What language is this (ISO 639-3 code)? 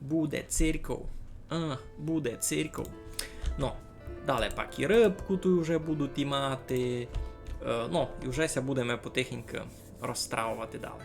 rue